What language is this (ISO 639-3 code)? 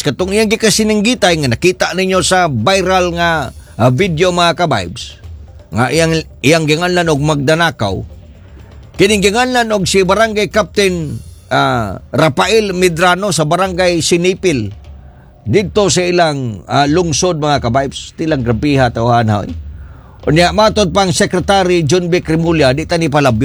ceb